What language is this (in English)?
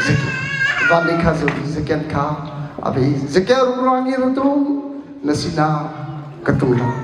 Hakha Chin